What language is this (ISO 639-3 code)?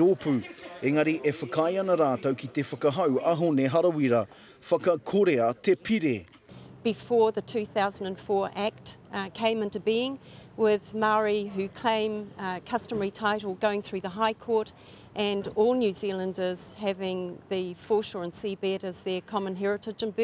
mri